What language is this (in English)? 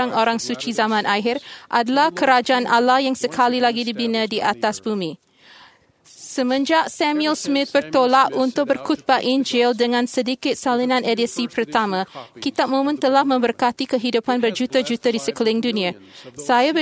Malay